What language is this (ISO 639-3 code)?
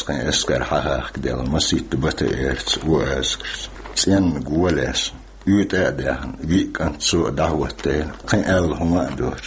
che